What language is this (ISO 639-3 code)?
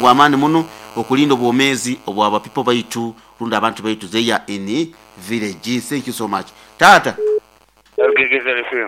nyo